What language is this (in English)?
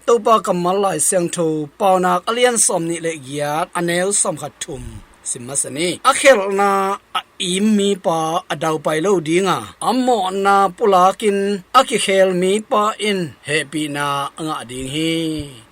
Tedim Chin